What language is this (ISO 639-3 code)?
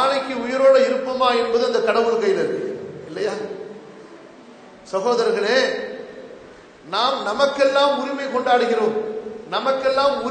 tam